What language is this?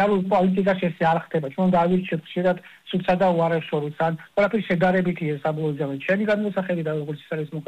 Georgian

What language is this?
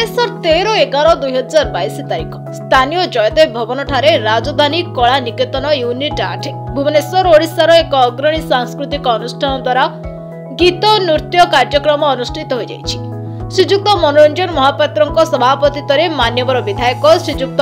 Odia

